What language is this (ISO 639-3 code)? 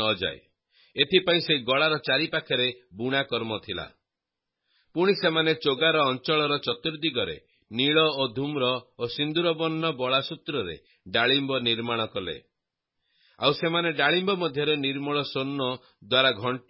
ori